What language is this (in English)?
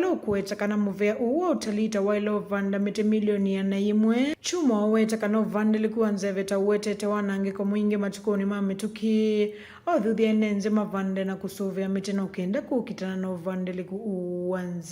Kamba